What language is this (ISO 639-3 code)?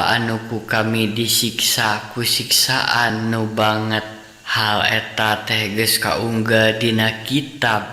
sun